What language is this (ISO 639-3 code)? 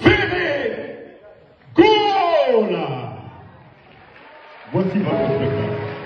fra